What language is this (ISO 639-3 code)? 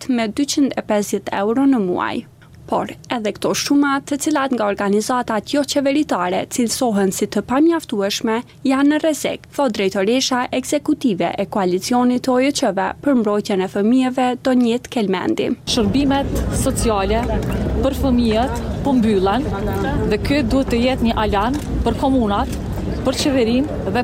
sqi